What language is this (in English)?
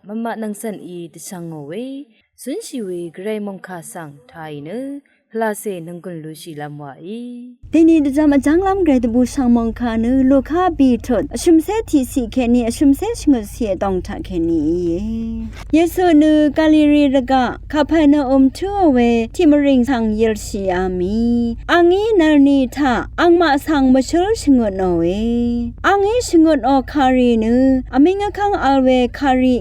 Rawang